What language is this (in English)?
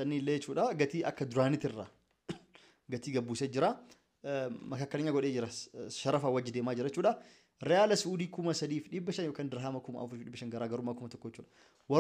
Oromo